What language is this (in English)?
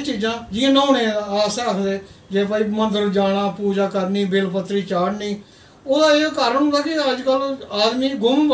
Dogri